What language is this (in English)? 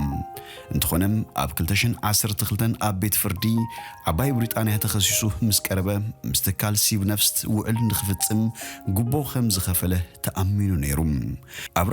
Tigrinya